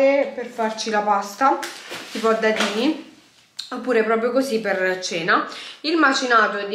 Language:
Italian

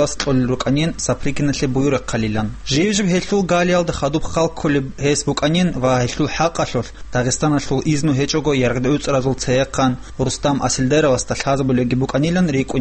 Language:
Avaric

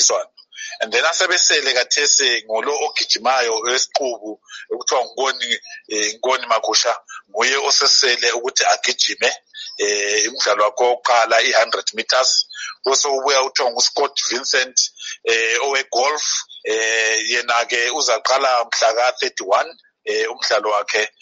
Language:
North Ndebele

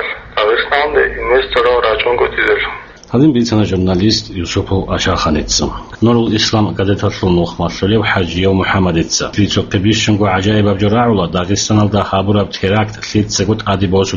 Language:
Avaric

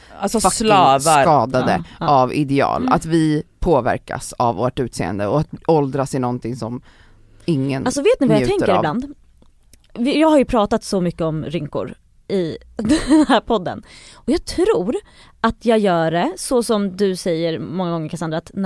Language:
Swedish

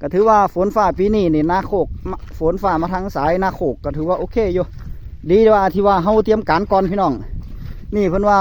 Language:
Northeastern Thai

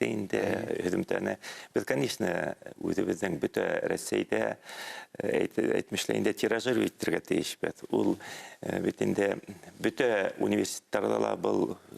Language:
Bashkir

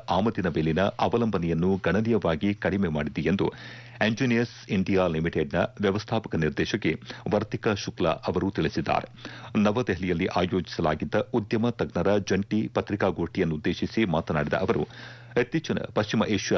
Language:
Kannada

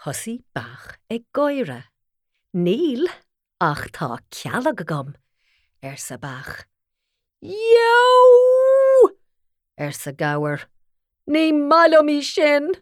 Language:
Irish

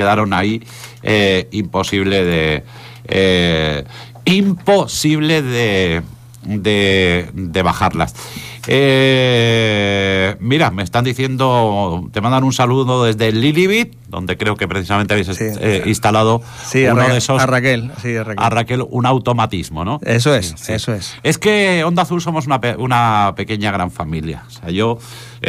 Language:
Spanish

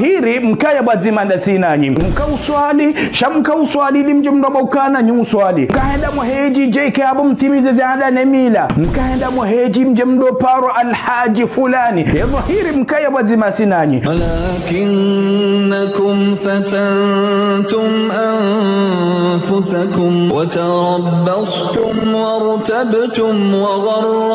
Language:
Ngazidja Comorian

